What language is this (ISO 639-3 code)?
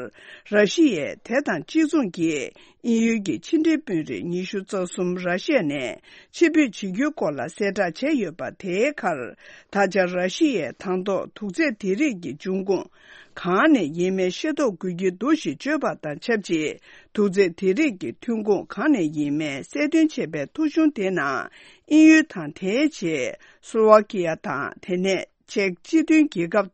bod